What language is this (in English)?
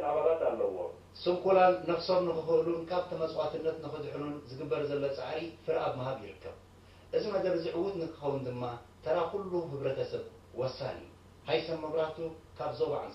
Tigrinya